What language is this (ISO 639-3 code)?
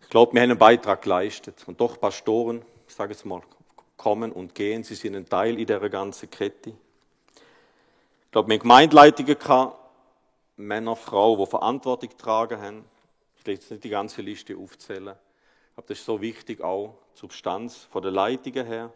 gsw